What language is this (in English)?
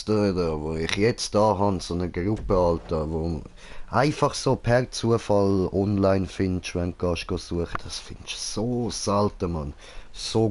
Swiss German